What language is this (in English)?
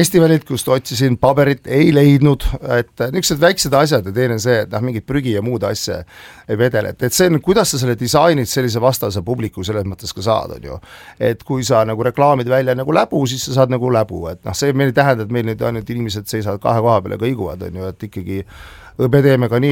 Estonian